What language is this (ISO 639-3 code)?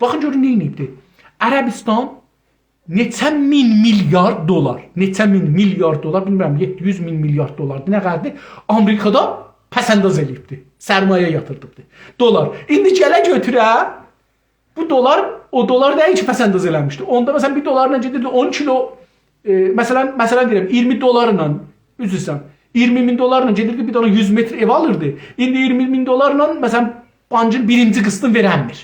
azb